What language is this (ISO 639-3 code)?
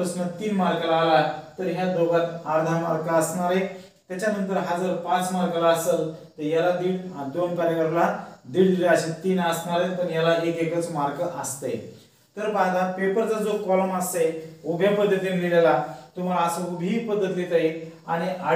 mar